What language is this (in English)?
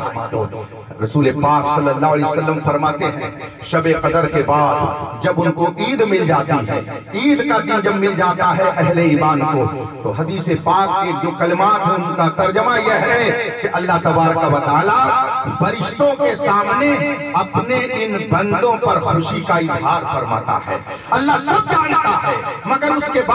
Urdu